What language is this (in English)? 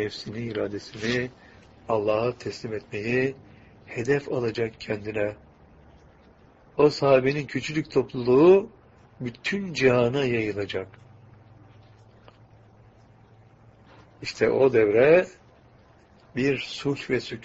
Turkish